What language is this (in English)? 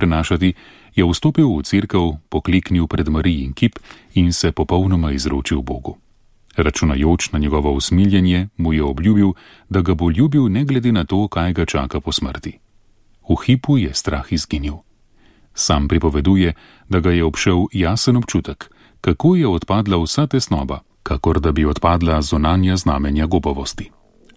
Slovenian